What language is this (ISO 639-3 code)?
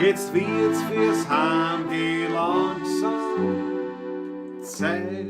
bar